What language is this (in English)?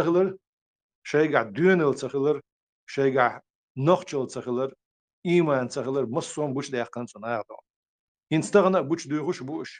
Chechen